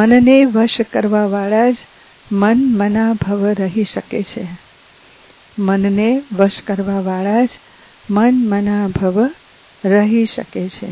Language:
Gujarati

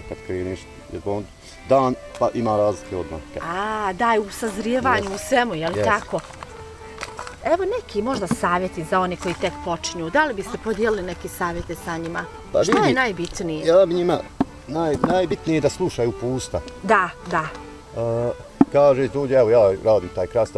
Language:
Bosnian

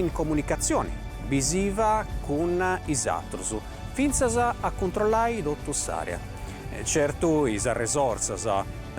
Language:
Sardinian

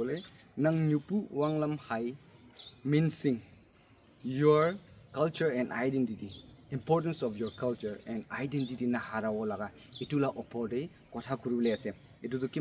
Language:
Naga Pidgin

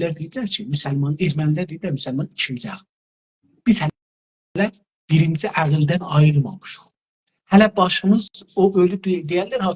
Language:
South Azerbaijani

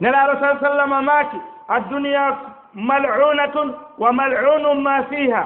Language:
Fula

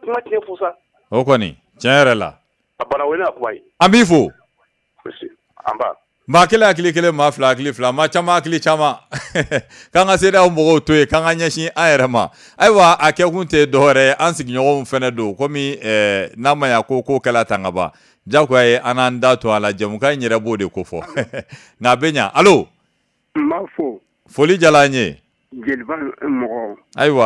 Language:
Bambara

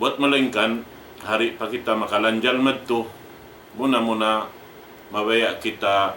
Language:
Tausug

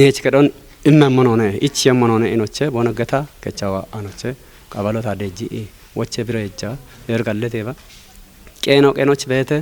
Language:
Kafa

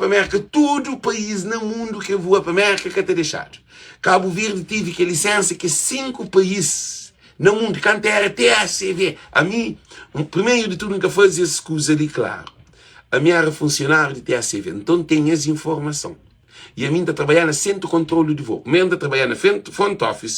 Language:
Kabuverdianu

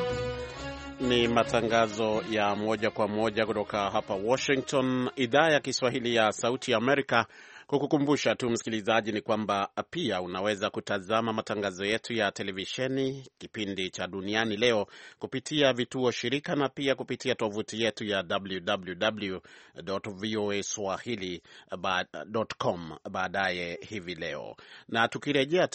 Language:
Swahili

